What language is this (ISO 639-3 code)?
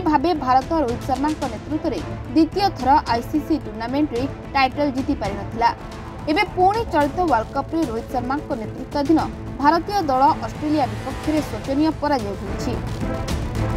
ori